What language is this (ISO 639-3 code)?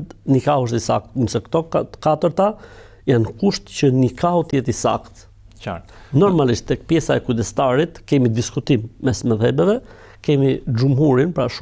sqi